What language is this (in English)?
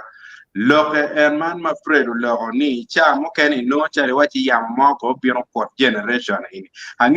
Acoli